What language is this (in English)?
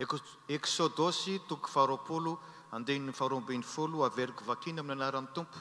Malagasy